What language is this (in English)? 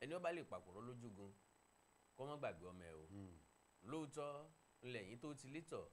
Yoruba